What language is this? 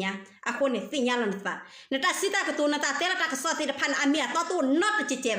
S'gaw Karen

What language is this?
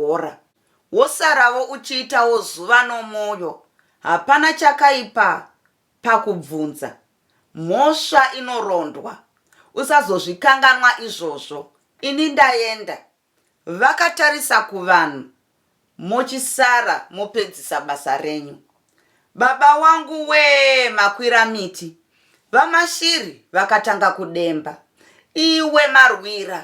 Shona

